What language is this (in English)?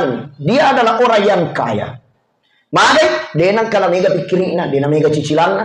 Buginese